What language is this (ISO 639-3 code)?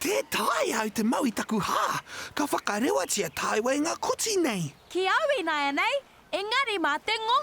mri